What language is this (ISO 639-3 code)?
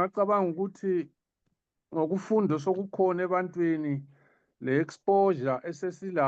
zul